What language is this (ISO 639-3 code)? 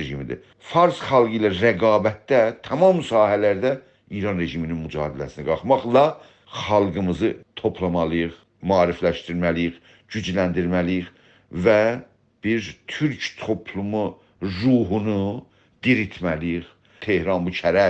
azb